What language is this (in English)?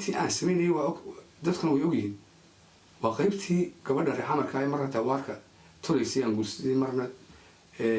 Somali